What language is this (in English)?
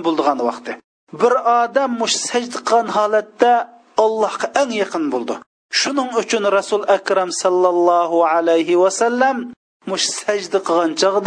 Uyghur